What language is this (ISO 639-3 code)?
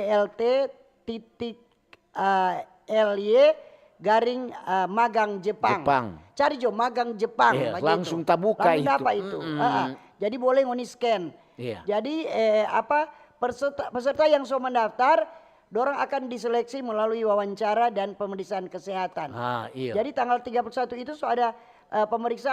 xmm